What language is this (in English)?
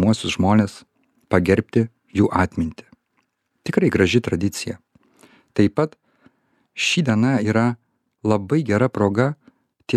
Lithuanian